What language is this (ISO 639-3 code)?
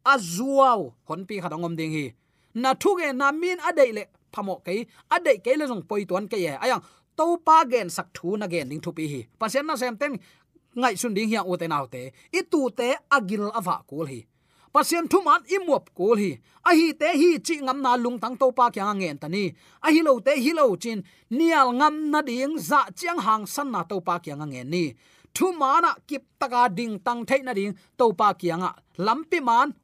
ctd